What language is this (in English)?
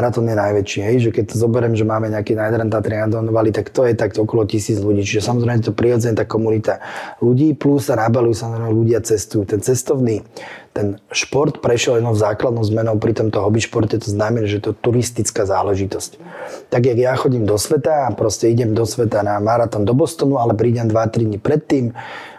Slovak